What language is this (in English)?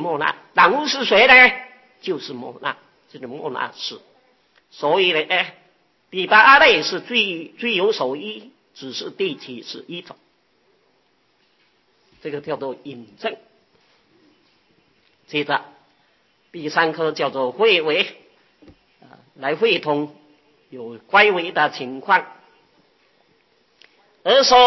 Chinese